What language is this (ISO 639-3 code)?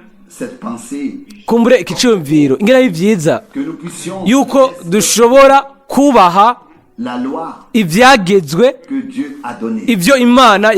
run